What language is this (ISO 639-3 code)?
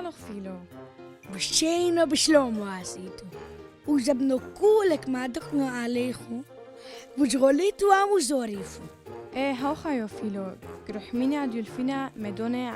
tru